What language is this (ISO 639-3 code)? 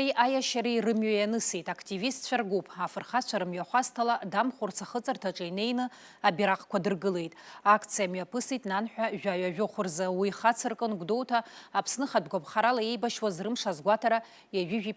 abk